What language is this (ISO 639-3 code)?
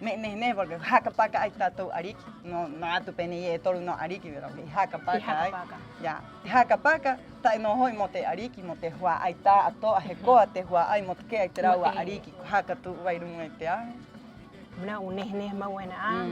rap